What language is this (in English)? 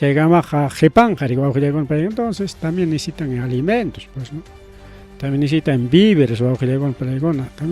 Ayacucho Quechua